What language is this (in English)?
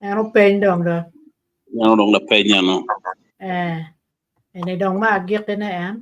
Acoli